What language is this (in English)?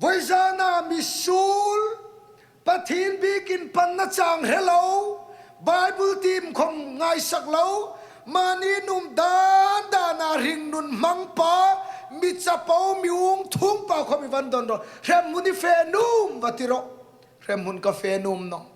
Hmar